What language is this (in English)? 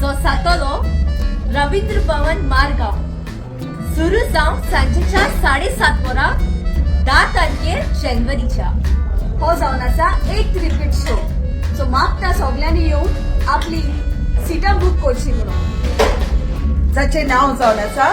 Konkani